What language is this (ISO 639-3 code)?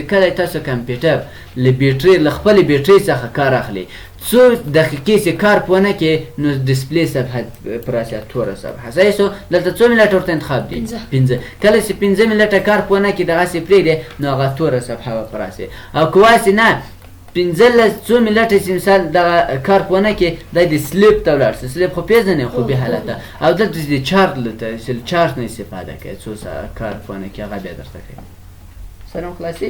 pus